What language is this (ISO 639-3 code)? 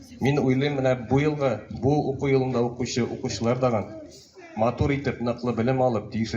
tat